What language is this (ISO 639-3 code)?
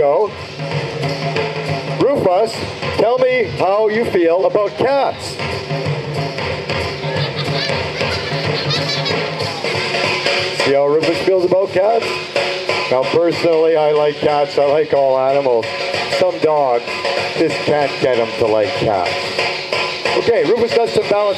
eng